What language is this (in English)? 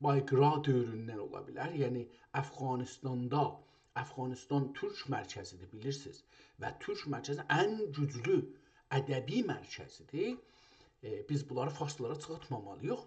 South Azerbaijani